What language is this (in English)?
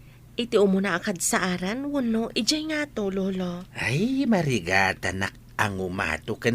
Iloko